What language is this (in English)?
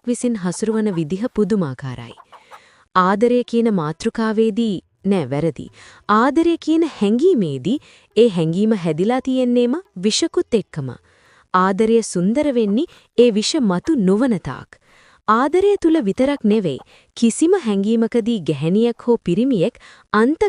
Sinhala